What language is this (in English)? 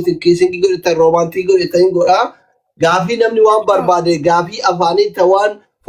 Oromo